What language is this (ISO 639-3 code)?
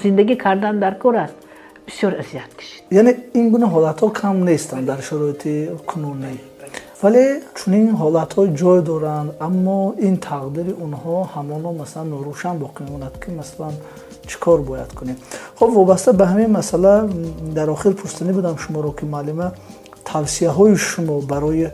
tgk